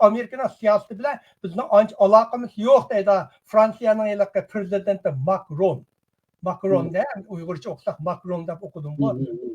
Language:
Uyghur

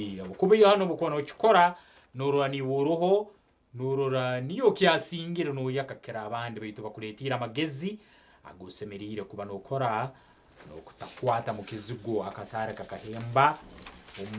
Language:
Nyankole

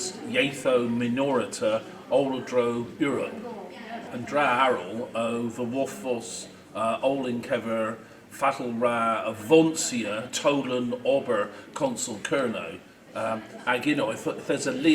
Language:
Cornish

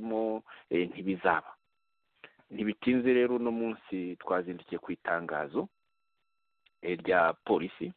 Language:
Kinyarwanda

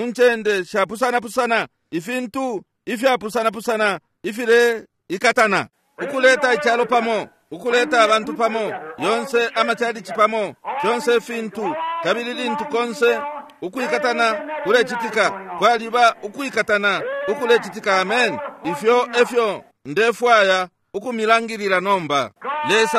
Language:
Bemba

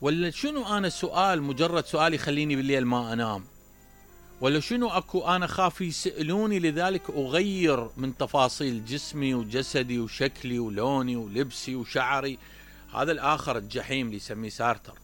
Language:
Mesopotamian Arabic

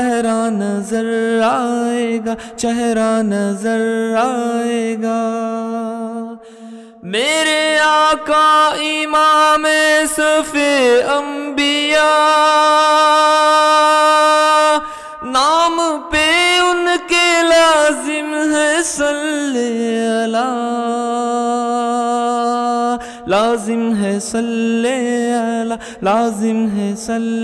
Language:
Urdu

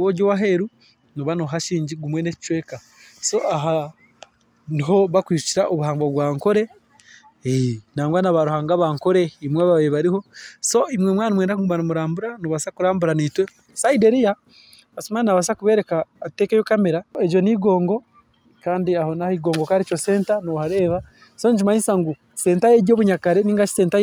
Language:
Nyankole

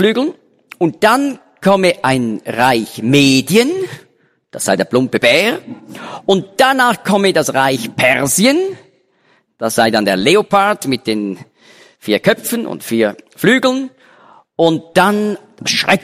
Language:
German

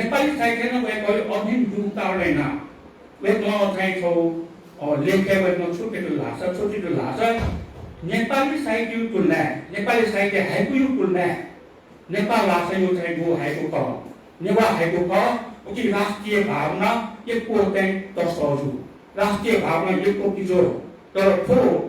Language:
Newari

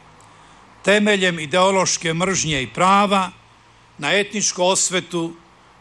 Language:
Croatian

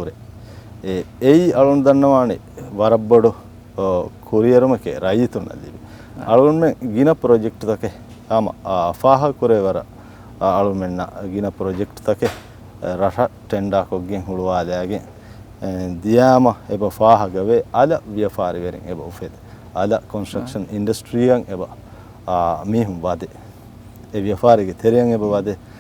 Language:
Divehi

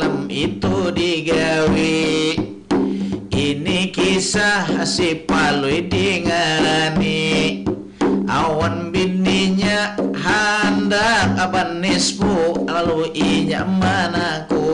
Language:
Banjar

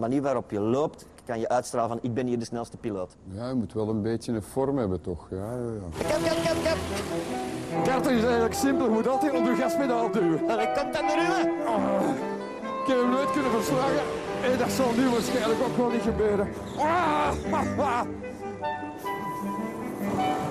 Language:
Dutch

